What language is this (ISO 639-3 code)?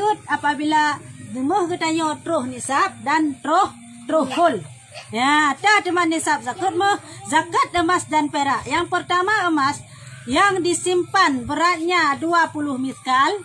ace